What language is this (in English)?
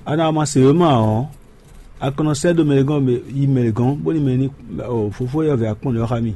Fon